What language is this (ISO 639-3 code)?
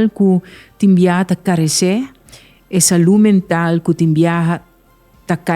pap